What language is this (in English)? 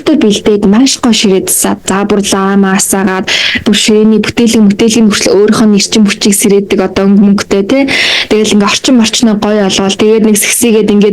Mongolian